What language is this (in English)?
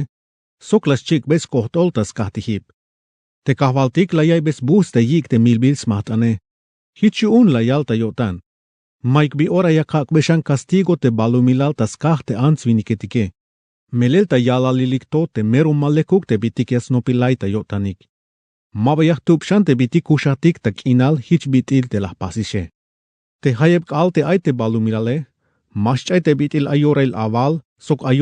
Tzeltal